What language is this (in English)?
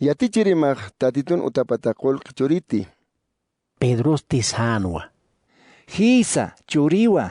Aymara